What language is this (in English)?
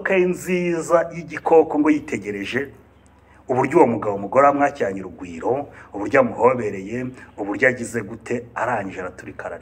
Kinyarwanda